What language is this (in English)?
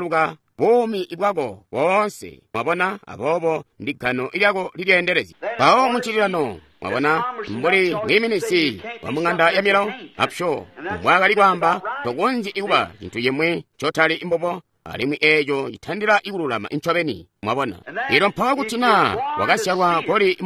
Tonga (Zambia)